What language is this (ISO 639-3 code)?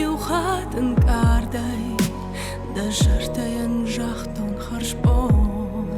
oss